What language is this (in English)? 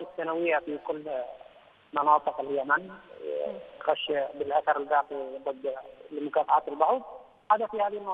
Arabic